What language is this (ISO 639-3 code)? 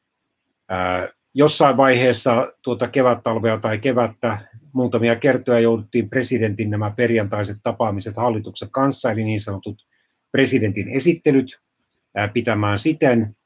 fin